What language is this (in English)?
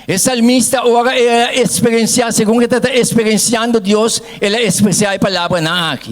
Papiamento